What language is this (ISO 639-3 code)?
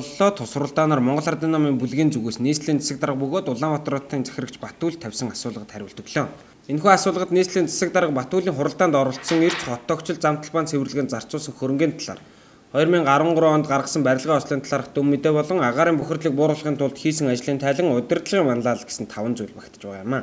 mon